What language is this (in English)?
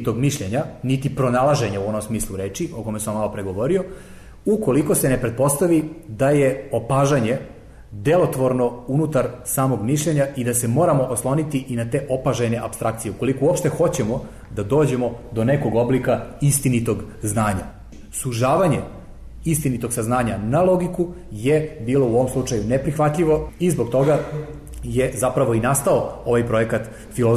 Serbian